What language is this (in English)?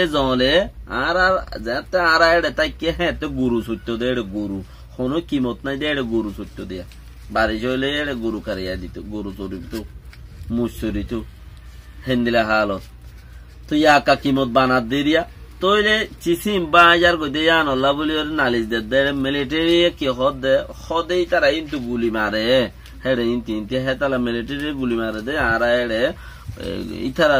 Rohingya